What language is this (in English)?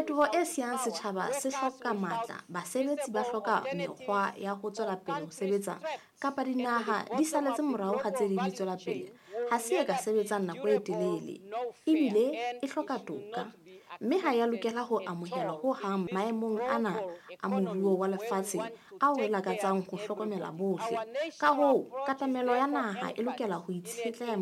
Southern Sotho